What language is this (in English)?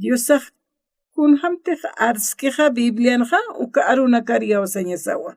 Aymara